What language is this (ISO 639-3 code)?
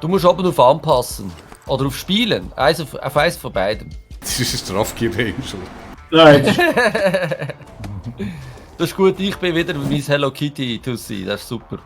gsw